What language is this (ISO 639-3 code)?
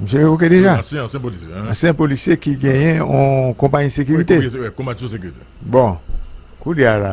hat